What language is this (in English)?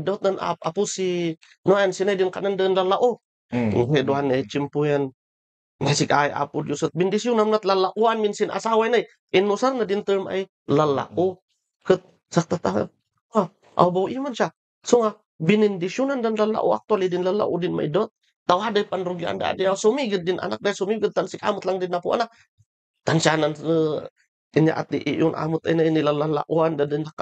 Kankanaey